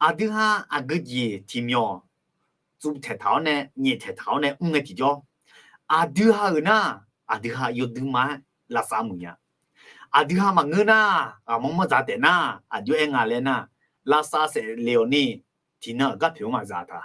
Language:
Akha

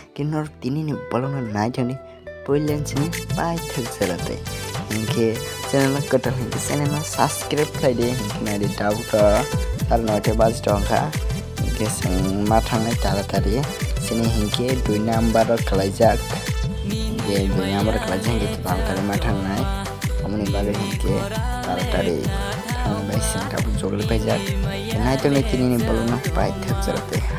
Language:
Kok Borok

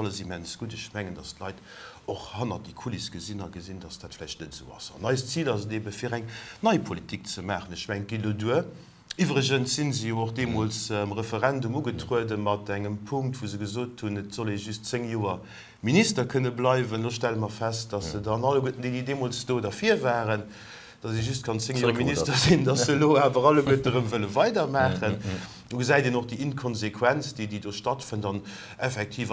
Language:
Luxembourgish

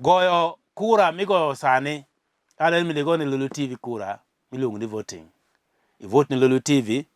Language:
Luo (Kenya and Tanzania)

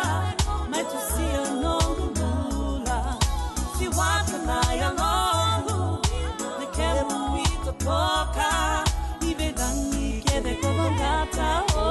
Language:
Fijian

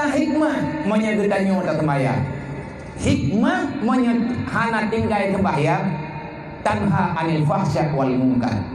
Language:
Achinese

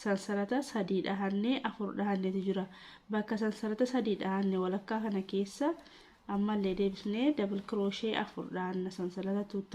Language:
Oromo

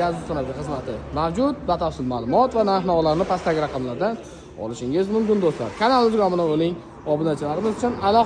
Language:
Uzbek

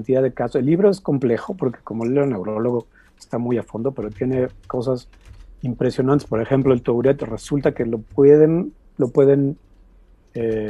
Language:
Spanish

